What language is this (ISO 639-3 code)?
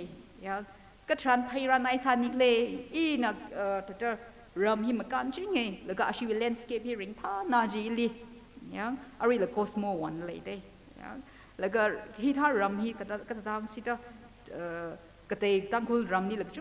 nmf